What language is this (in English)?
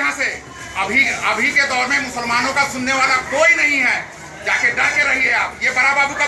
Hindi